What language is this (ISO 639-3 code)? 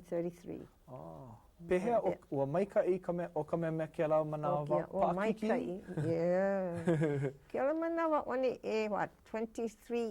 haw